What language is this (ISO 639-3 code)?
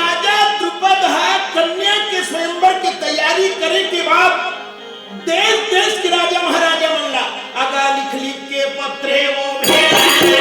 hne